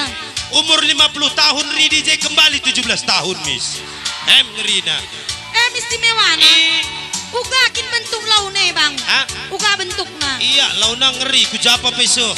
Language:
Batak Karo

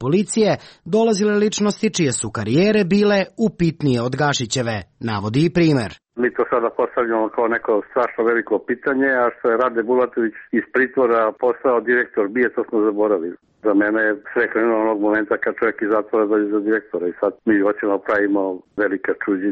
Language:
Serbian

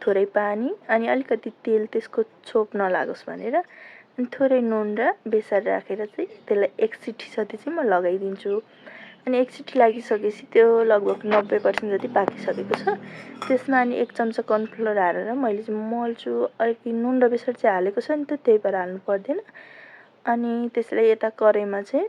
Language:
Nepali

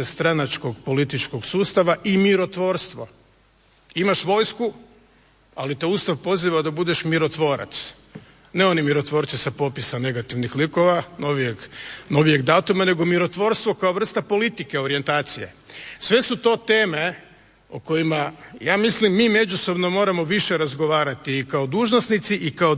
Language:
Croatian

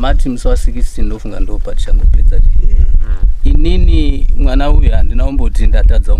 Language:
Shona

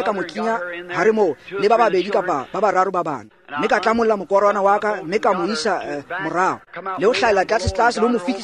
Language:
Tswana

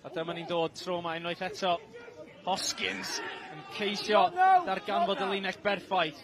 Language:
Welsh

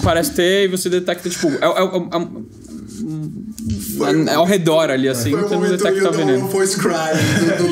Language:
Portuguese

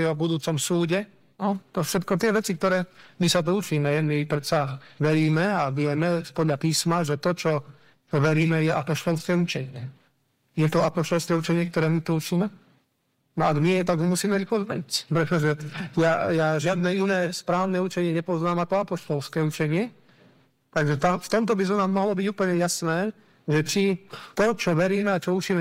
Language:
Slovak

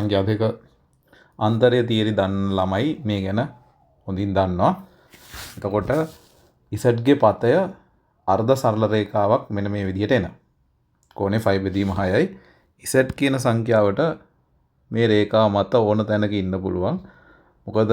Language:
Sinhala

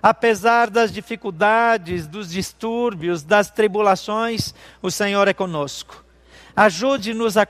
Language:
Portuguese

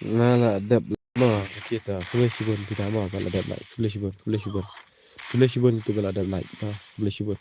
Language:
Khasi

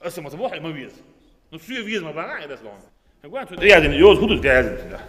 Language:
Chechen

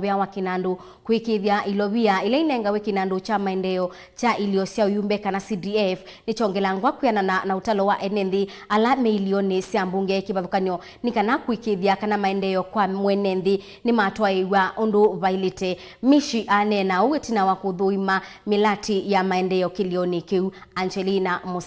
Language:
Kamba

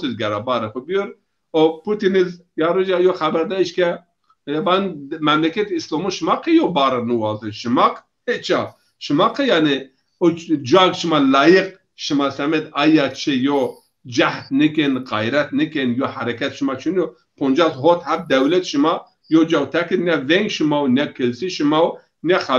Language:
Zaza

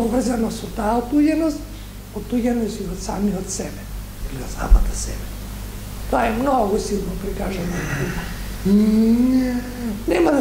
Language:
Macedonian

